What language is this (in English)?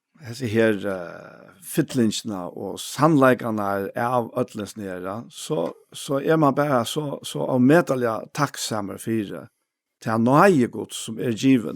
Faroese